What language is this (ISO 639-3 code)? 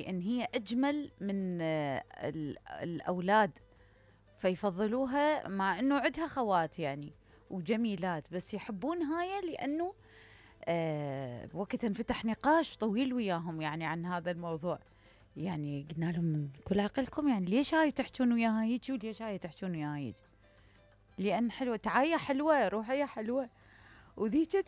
acm